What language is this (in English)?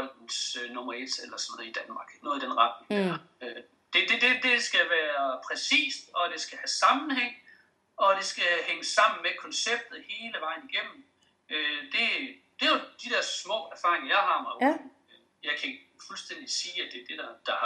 Danish